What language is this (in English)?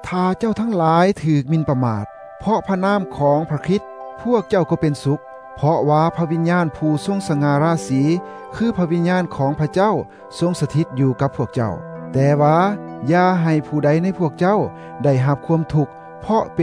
Thai